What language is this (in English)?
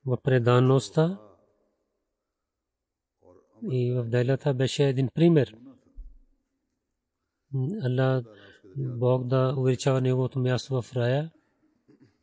Bulgarian